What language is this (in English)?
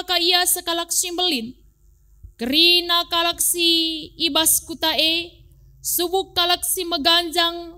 Batak Karo